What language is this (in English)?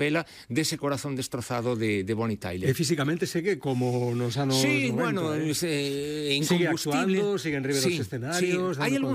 Galician